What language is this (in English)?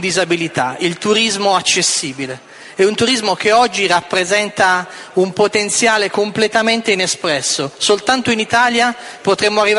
Italian